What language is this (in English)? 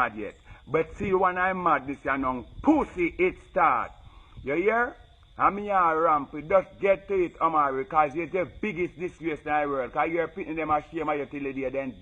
Jamaican Creole English